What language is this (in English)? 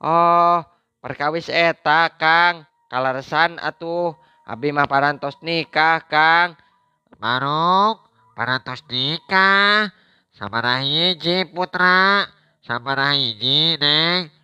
Sundanese